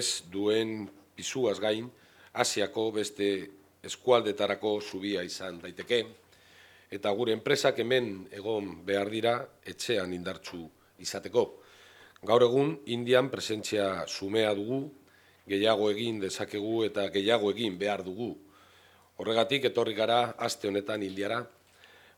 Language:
Basque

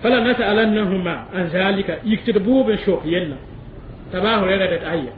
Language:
Mossi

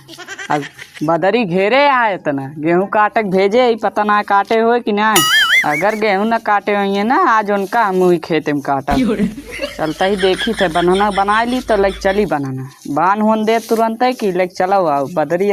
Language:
Awadhi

